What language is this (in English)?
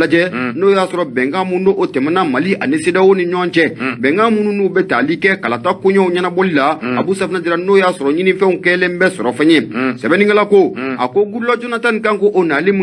Bambara